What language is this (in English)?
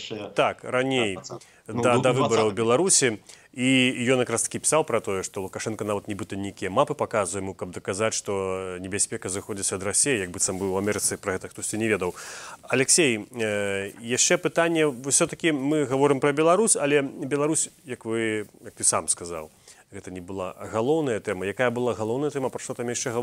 Belarusian